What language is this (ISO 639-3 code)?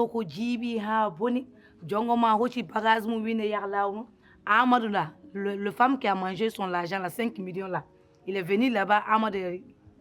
ful